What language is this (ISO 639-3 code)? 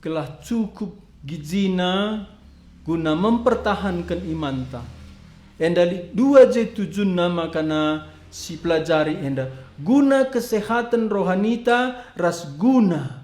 btx